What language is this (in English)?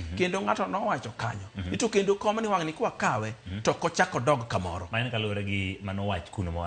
Luo (Kenya and Tanzania)